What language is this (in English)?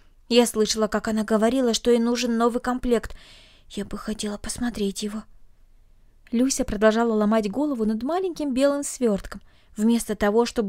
Russian